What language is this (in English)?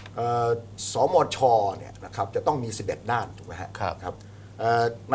Thai